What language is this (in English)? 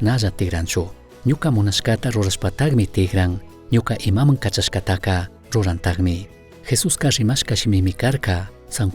Chimborazo Highland Quichua